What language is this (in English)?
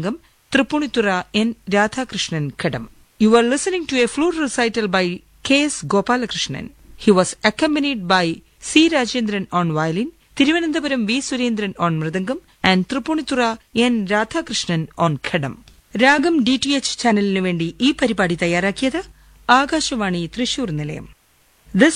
Malayalam